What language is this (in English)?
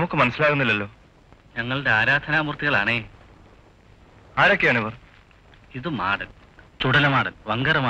Malayalam